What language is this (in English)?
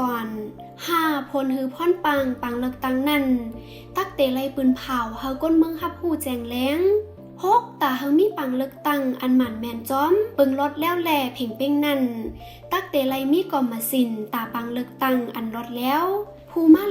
Shan